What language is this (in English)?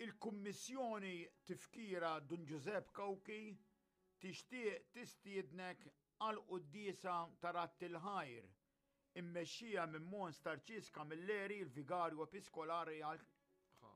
Maltese